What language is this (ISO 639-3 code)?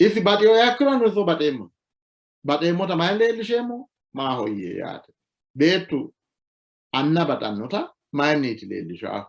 sid